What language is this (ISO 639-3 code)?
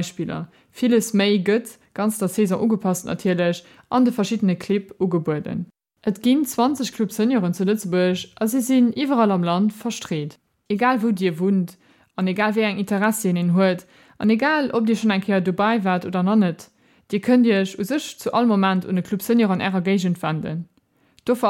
ltz